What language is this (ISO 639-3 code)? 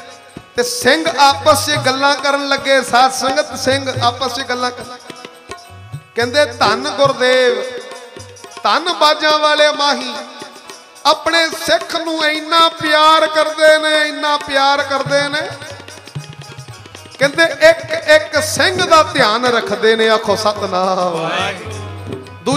pan